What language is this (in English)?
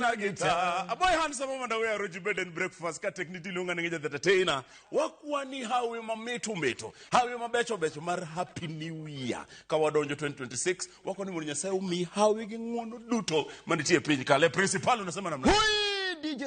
Luo (Kenya and Tanzania)